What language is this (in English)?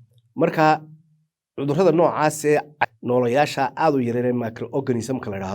Somali